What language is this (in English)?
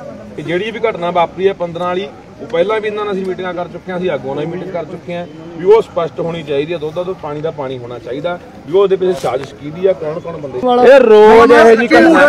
Punjabi